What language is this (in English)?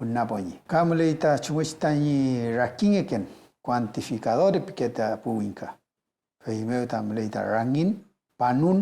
Mapuche